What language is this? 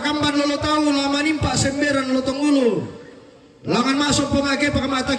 Toraja-Sa'dan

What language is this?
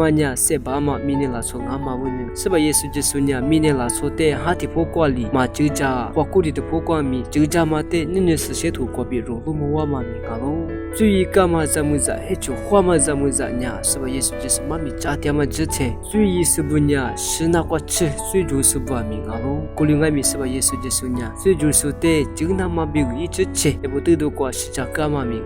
Lisu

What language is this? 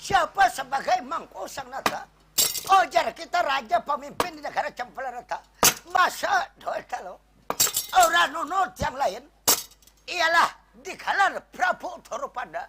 Banjar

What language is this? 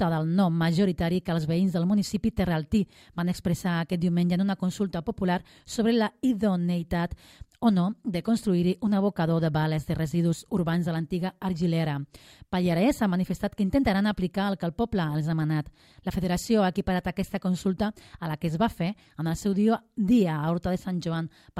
Catalan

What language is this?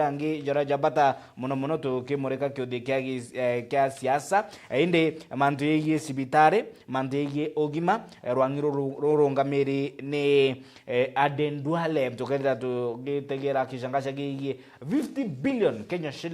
Meru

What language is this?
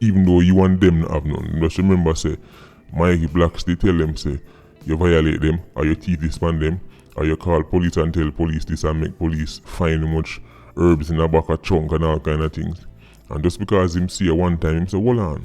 Jamaican Creole English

